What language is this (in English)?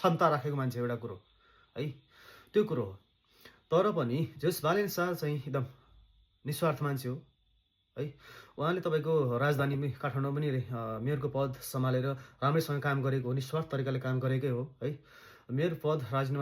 Nepali